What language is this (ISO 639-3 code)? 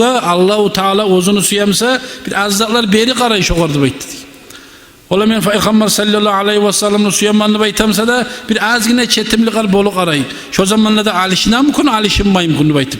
kum